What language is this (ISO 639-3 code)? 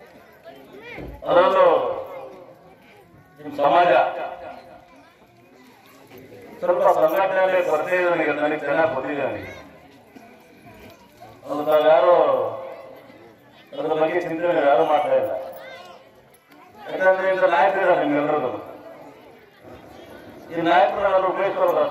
kan